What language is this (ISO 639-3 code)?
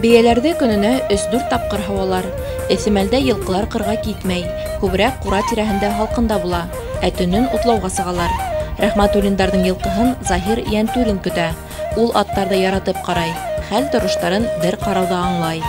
bak